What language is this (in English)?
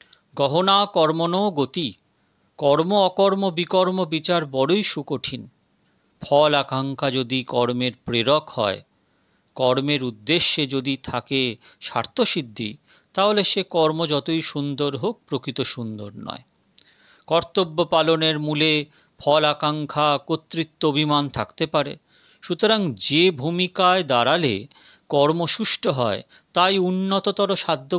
Bangla